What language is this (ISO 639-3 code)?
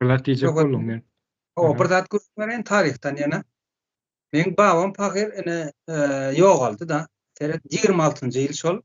tuk